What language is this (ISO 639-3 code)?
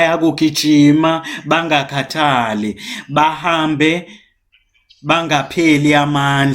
zul